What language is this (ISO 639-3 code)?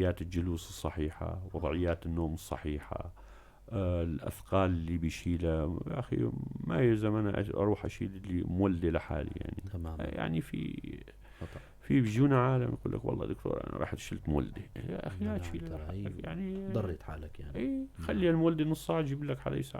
apc